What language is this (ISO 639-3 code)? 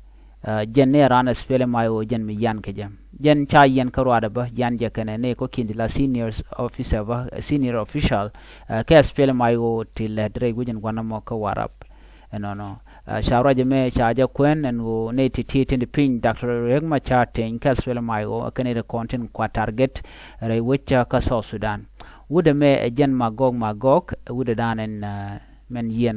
nus